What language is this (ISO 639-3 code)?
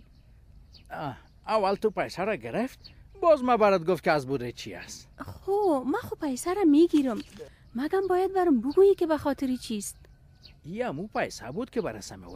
fas